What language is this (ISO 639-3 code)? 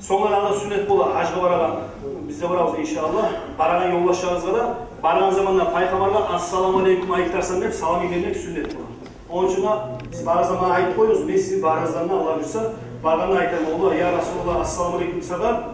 kum